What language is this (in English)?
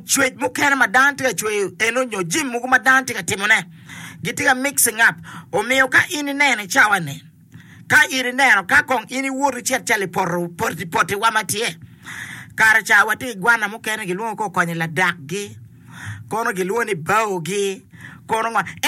Acoli